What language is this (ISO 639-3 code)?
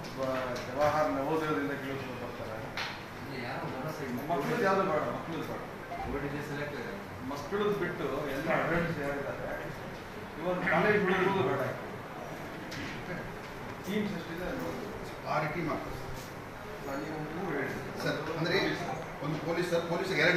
kan